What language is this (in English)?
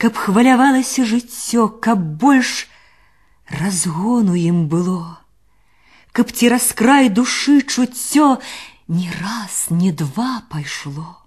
Belarusian